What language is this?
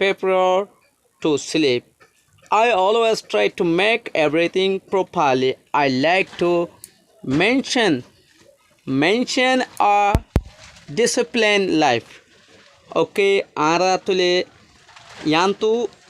Rohingya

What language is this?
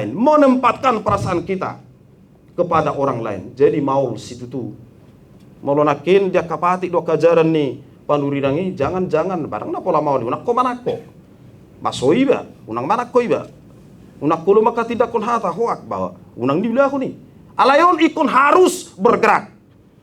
Batak Toba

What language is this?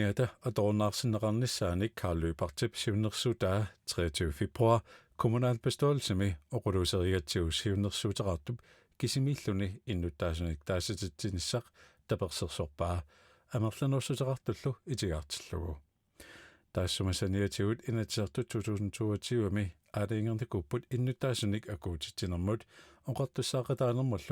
Kalaallisut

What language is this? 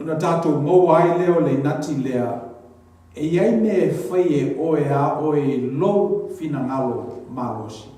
Samoan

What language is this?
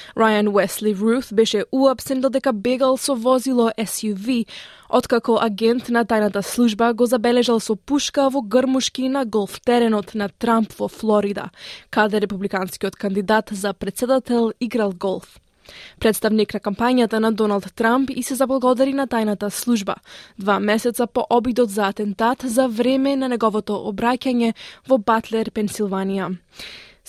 Macedonian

